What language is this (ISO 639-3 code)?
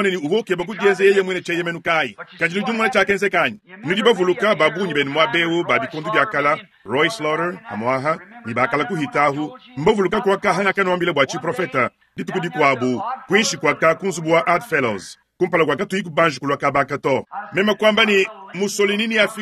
lua